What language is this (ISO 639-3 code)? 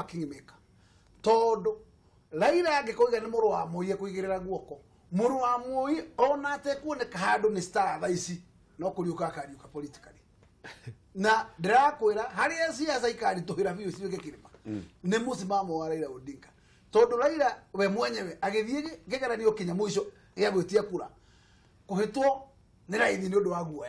kik